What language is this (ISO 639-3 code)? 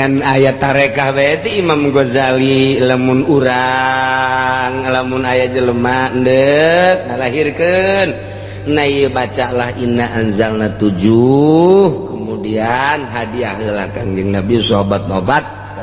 sun